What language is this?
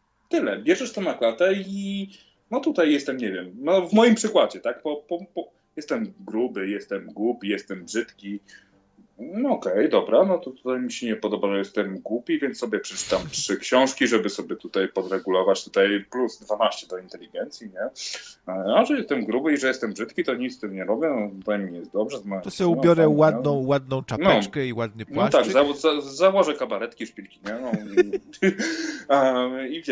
Polish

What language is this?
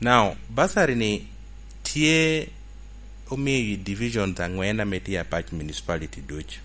Lango (Uganda)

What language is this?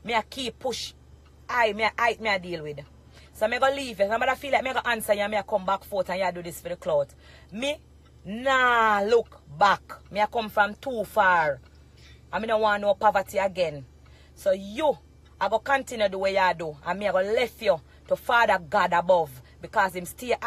Jamaican Creole English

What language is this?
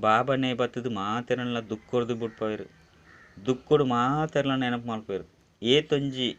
Tulu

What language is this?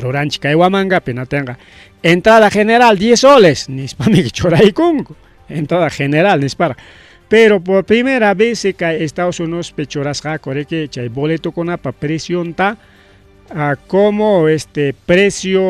Ayacucho Quechua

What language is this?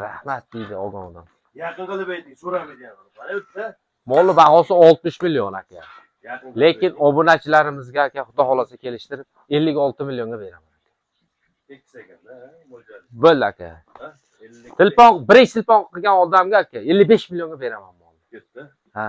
Uzbek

